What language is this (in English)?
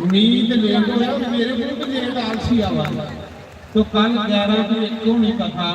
Dogri